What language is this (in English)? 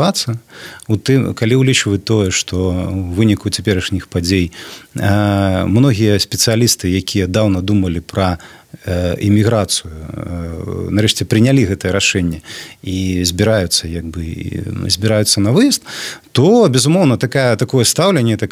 Belarusian